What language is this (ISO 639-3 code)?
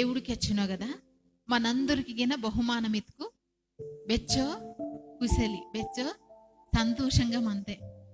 kff